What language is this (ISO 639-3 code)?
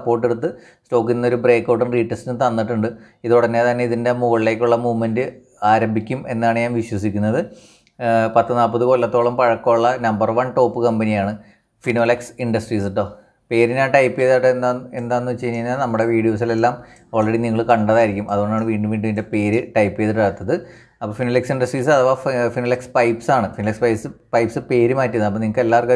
mal